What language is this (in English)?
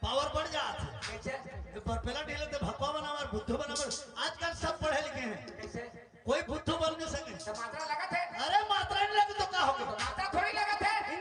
Chhattisgarhi